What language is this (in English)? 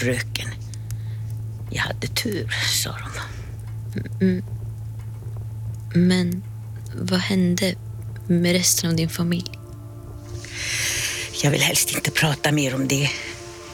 Swedish